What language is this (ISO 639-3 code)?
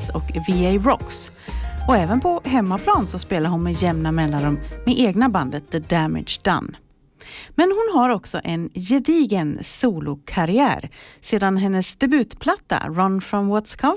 swe